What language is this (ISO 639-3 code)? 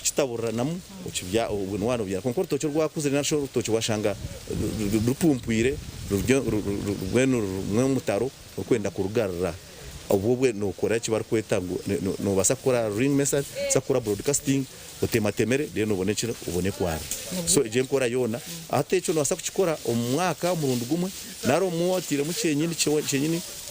nyn